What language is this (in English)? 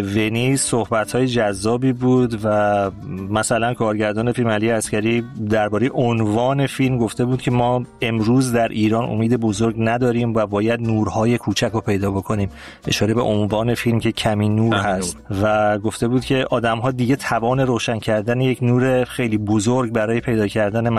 Persian